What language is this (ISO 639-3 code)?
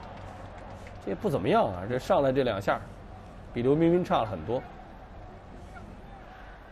zho